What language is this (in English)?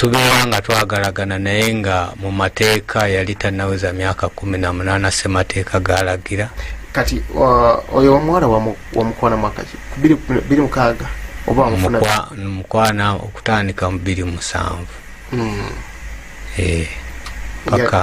Ganda